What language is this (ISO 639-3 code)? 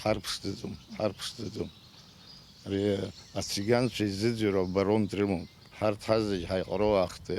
abk